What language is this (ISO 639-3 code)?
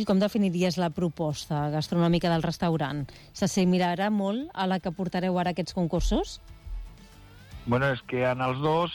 cat